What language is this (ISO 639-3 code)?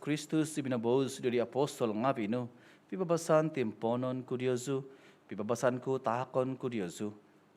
dtp